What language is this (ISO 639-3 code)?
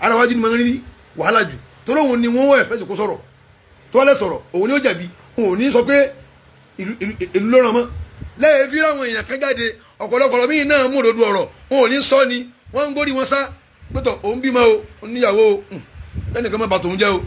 yor